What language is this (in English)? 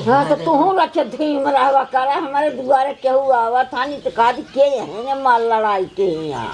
Awadhi